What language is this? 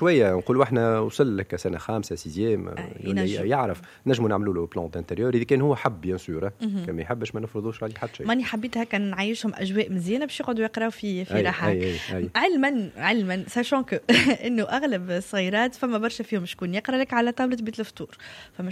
Tunisian Arabic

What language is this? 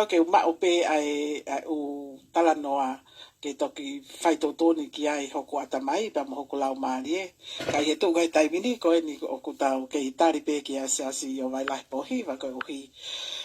Tongan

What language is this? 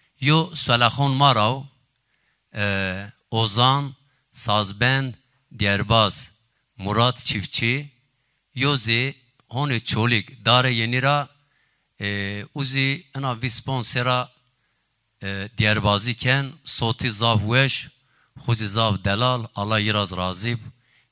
Zaza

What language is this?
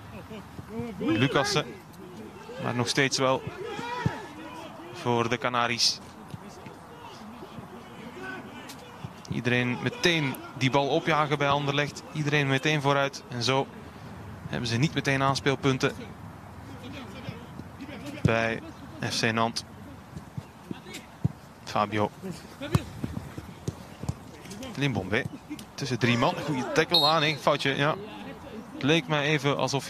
Dutch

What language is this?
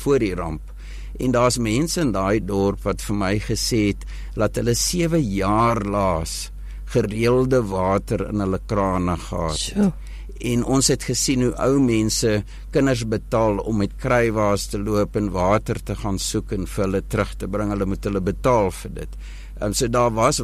Afrikaans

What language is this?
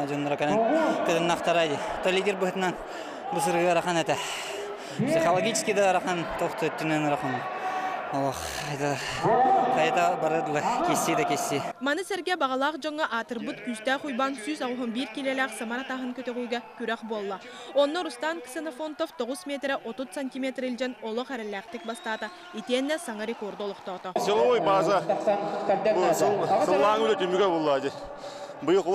Yakut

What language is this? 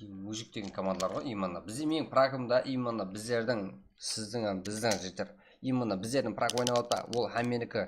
Kara-Kalpak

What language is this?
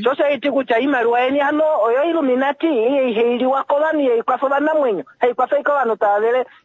Kuanyama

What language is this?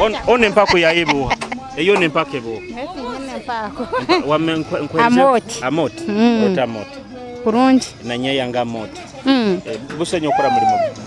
Nyoro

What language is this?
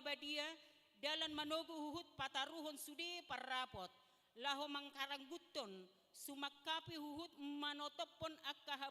Batak Toba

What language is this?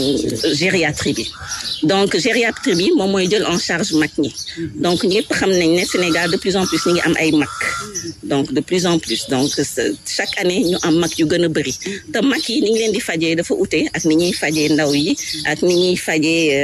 Wolof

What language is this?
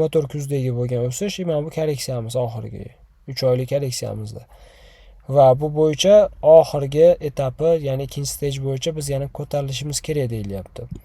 Uzbek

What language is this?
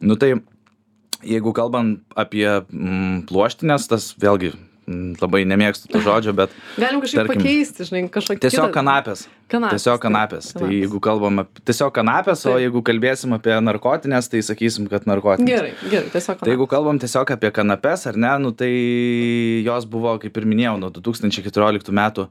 Lithuanian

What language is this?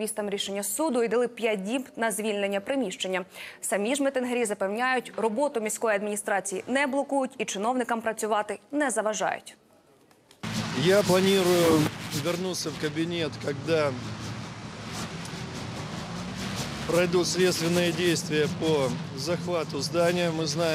Ukrainian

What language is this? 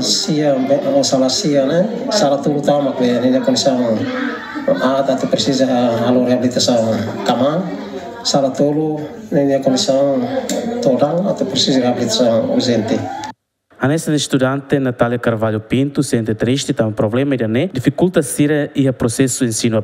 Tetum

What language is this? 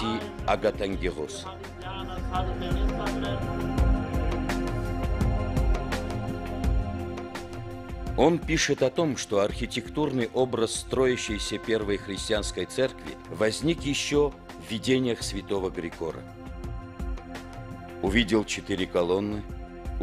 Russian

